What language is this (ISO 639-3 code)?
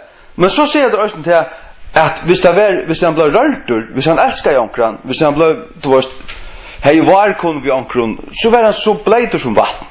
fao